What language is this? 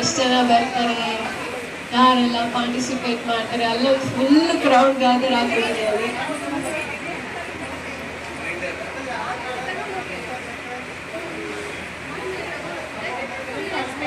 Kannada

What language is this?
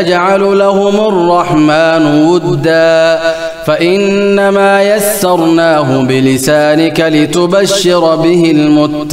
Arabic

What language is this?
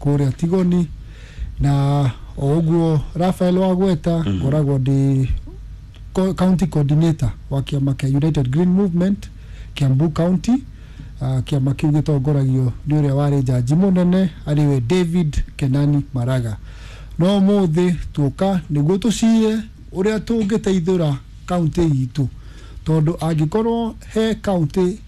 Kikuyu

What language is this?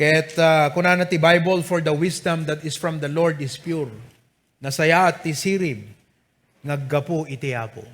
Iloko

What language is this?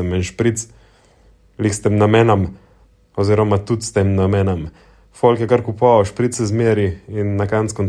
Slovenian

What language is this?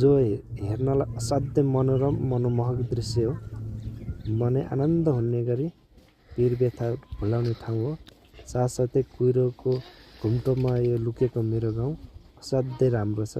Nepali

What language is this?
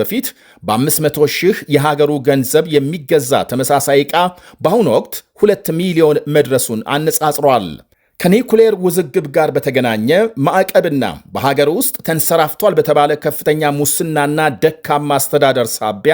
Amharic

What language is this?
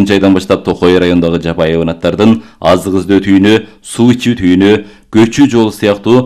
Kyrgyz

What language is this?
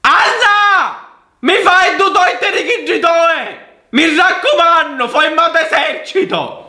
Sicilian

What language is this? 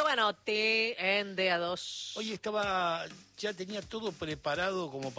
Spanish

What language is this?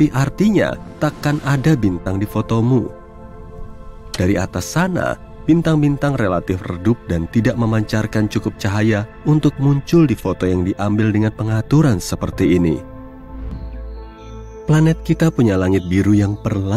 Indonesian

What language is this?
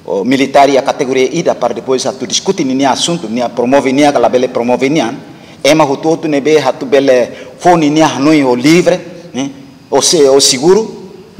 Tetum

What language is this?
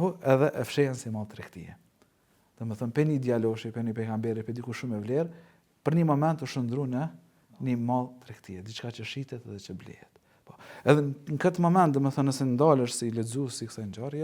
Albanian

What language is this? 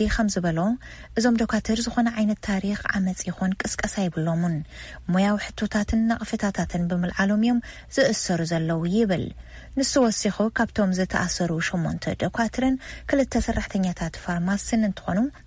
Tigrinya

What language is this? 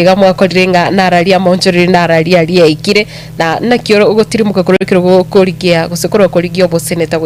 Gusii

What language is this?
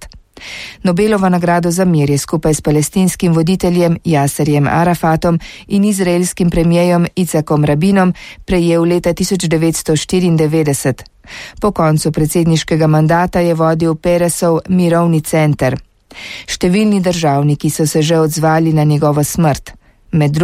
Slovenian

